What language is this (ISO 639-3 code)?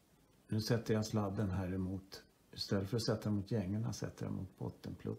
swe